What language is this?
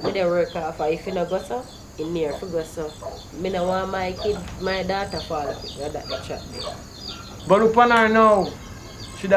Jamaican Creole English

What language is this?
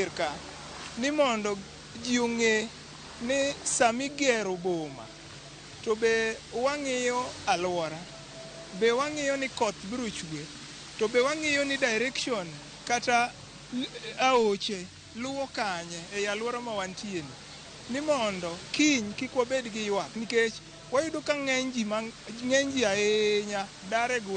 Luo (Kenya and Tanzania)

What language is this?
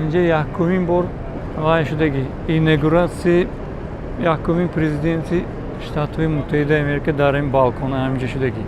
Tajik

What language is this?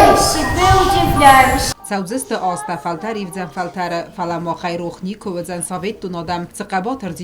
Ossetic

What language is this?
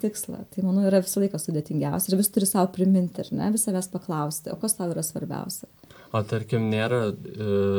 Lithuanian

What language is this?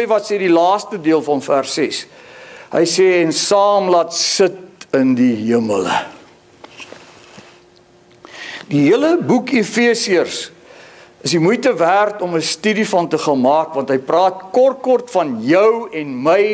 Afrikaans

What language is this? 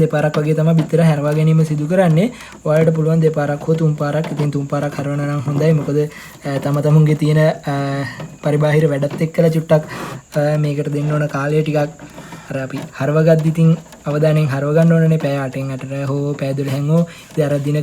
Sinhala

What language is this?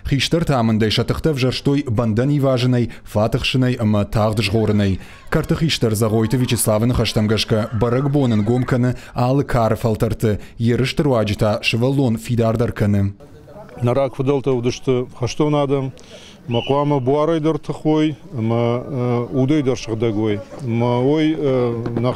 Ossetic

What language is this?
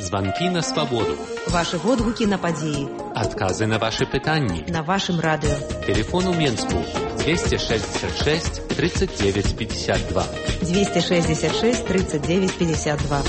Belarusian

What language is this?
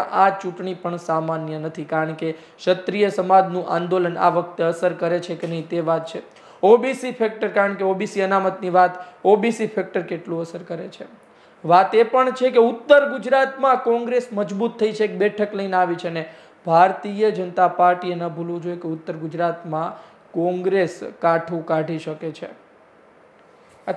Gujarati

